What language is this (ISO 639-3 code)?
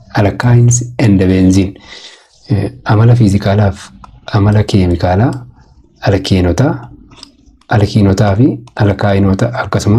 orm